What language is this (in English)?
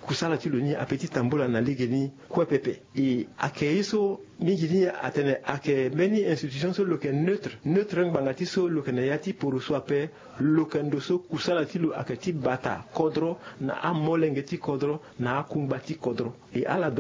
Sango